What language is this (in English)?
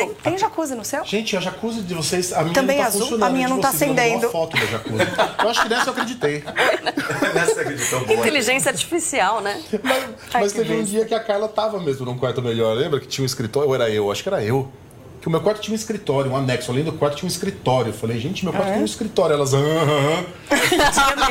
Portuguese